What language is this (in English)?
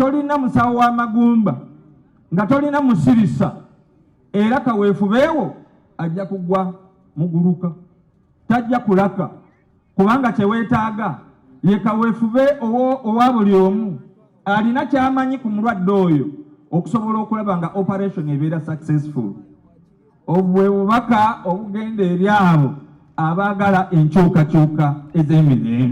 Ganda